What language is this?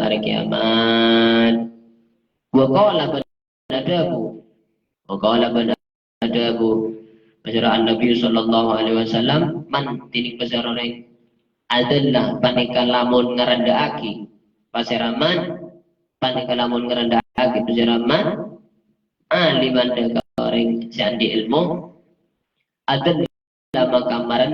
Madurese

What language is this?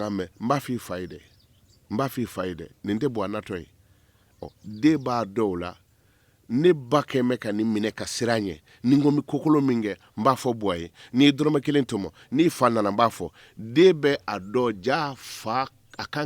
Bambara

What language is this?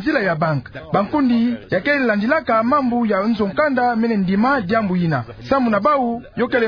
Kituba (Democratic Republic of Congo)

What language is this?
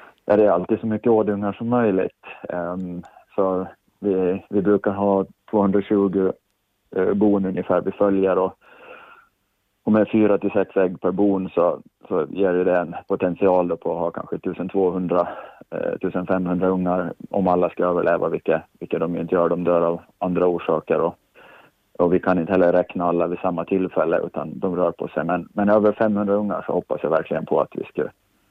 Swedish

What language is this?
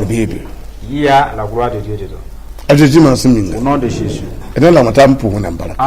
Mossi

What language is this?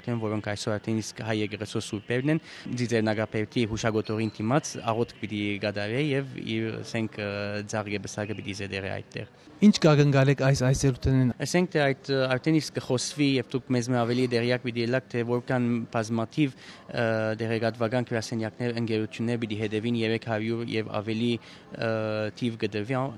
Western Armenian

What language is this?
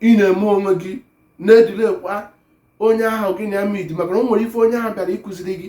Igbo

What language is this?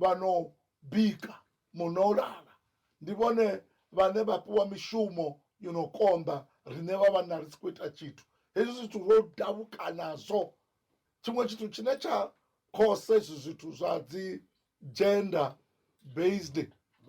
Venda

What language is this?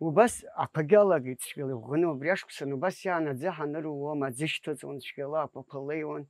Abkhazian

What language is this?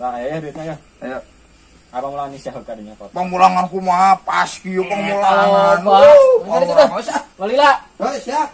Sundanese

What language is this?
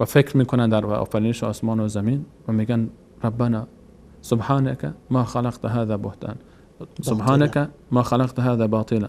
Persian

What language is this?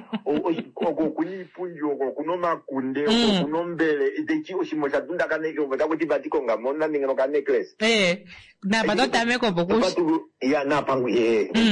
Kuanyama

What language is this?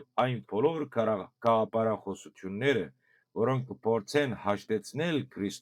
Western Armenian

